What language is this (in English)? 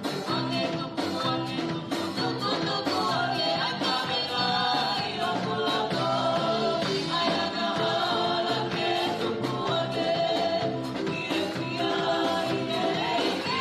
Tongan